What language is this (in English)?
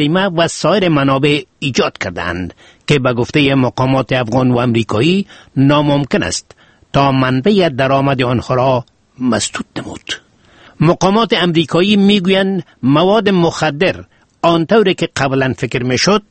Persian